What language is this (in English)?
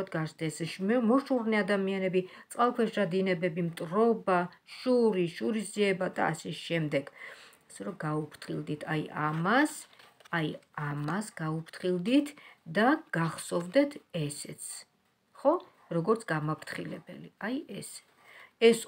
Georgian